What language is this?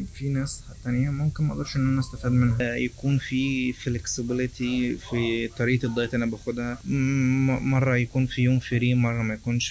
Egyptian Arabic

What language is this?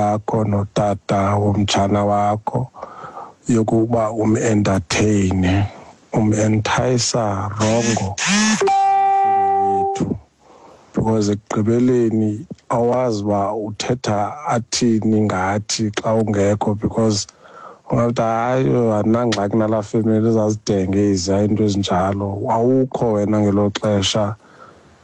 Xhosa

